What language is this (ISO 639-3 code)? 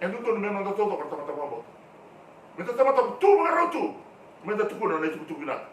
fij